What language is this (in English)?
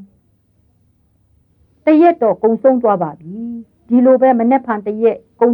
Burmese